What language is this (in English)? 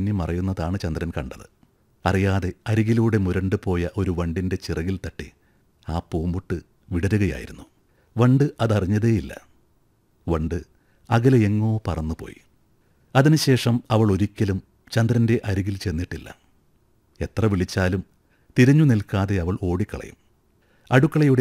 Malayalam